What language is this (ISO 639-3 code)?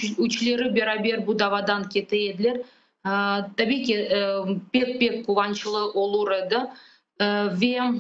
crh